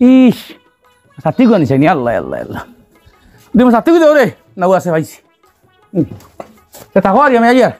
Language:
Sylheti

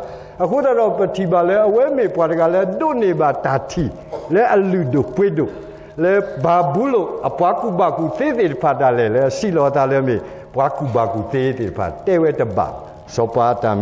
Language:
S'gaw Karen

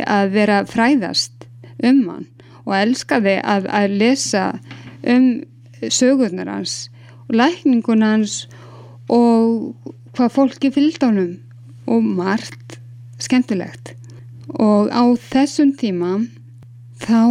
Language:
Icelandic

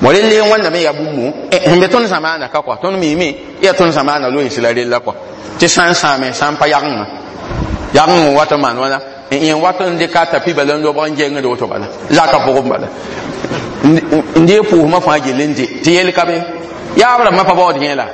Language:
Mossi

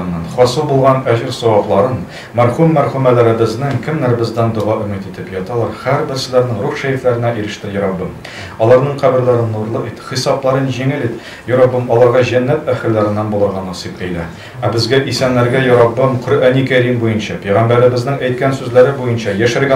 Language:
Tatar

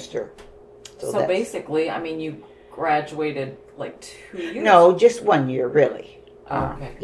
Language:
English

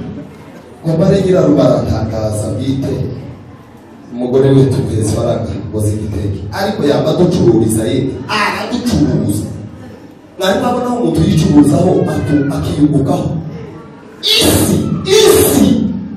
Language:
Kinyarwanda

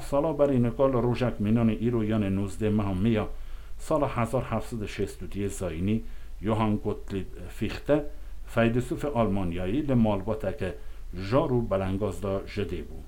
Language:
Kurdish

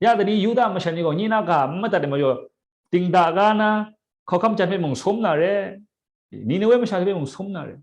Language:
Kachin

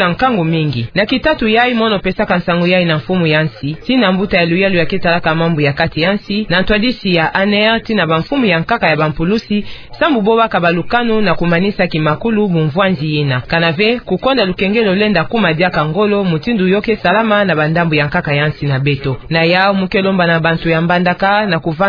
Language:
Kituba (Democratic Republic of Congo)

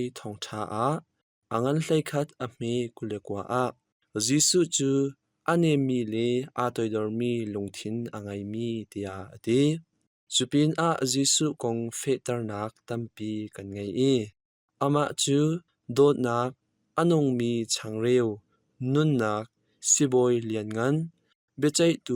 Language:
Hakha Chin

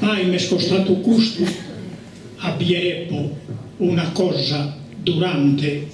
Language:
Sardinian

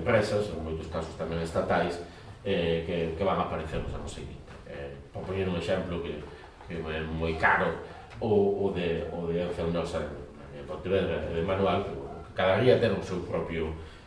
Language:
Galician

